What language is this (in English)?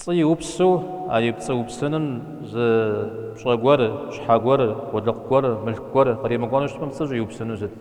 Kabardian